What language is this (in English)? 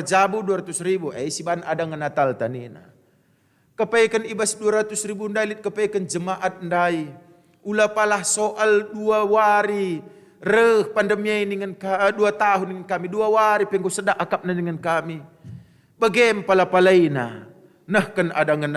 Batak Karo